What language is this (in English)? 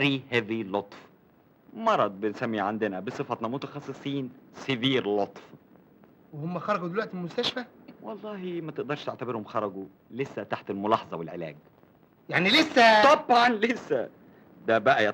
Egyptian Arabic